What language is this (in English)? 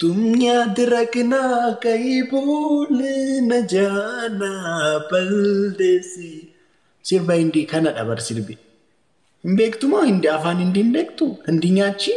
Oromo